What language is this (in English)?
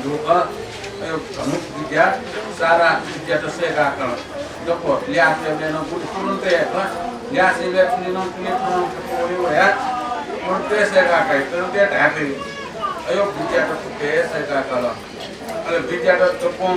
Newari